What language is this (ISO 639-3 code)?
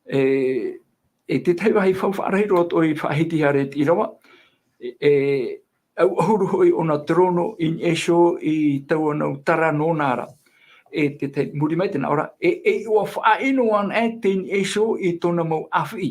tah